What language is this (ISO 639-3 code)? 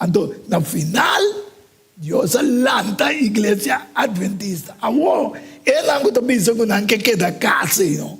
pap